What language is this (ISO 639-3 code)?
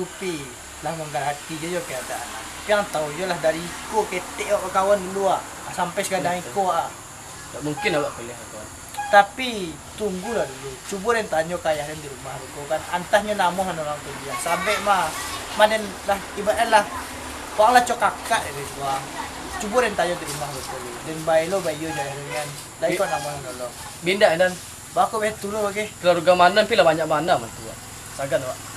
min